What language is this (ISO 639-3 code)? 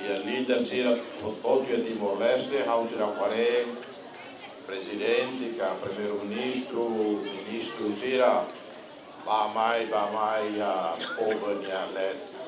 tet